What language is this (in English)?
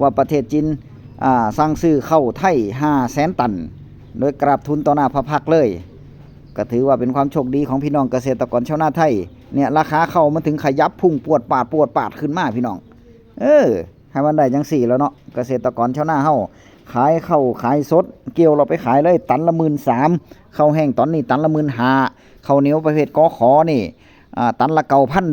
Northeastern Thai